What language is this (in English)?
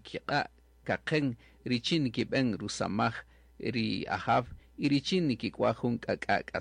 Kaqchikel